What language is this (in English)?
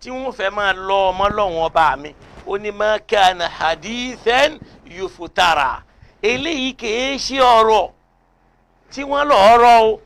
Yoruba